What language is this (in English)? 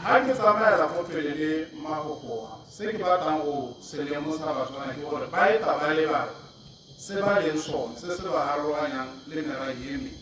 Tswana